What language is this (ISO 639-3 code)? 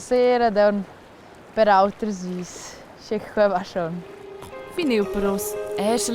roh